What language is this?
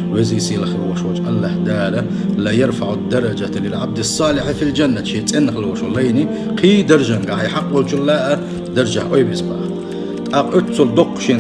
Chechen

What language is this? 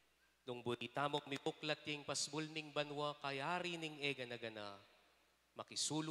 Pampanga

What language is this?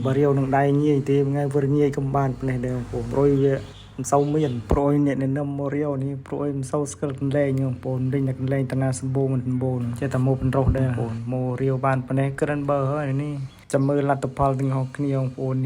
Khmer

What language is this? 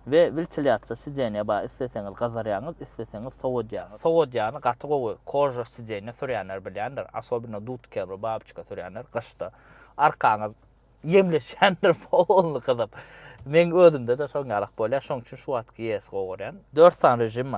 Turkmen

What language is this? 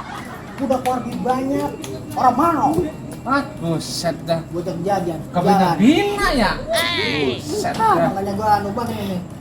Betawi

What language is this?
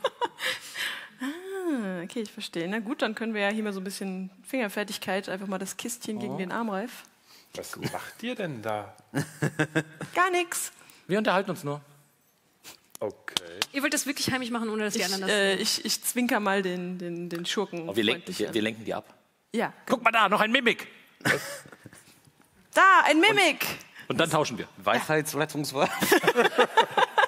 German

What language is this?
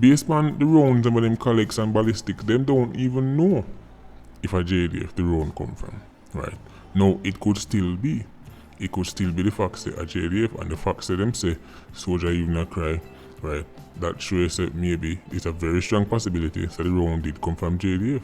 Jamaican Creole English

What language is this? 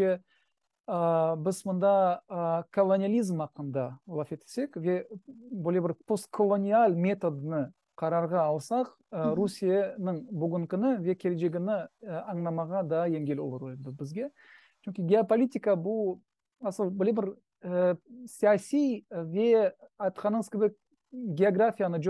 Crimean Tatar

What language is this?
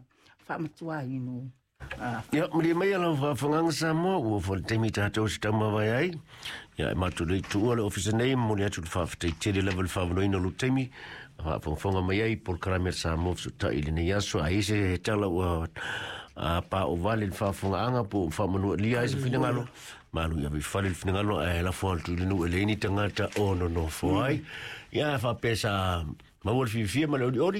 Samoan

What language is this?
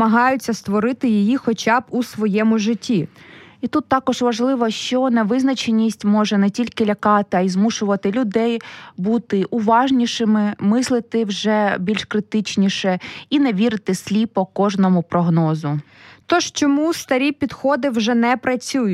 Ukrainian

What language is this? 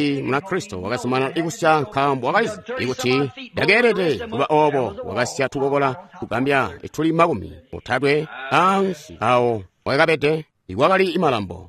Tonga (Zambia)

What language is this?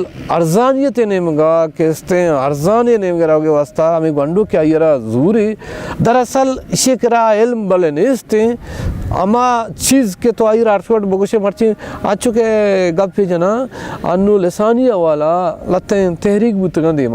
Baluchi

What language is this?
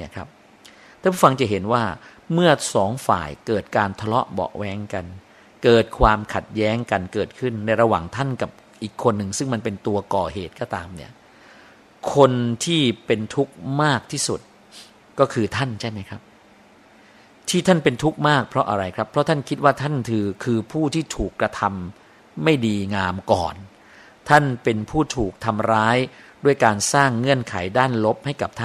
Thai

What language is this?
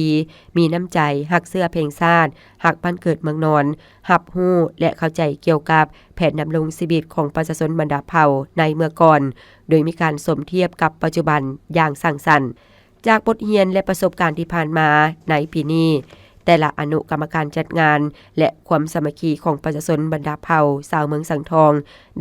Lao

